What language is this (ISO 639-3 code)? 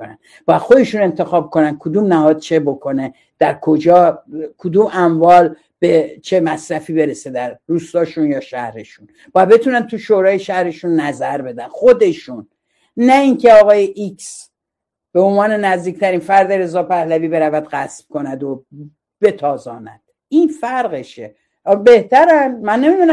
fas